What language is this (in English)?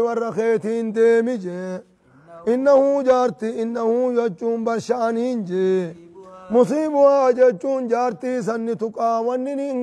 Oromo